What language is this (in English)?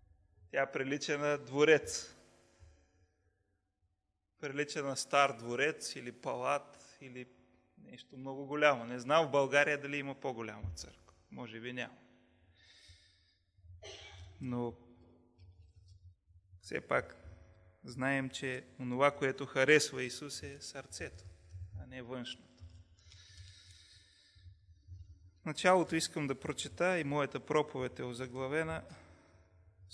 Bulgarian